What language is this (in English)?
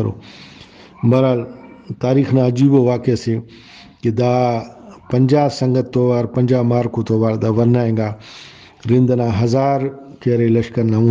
Brahui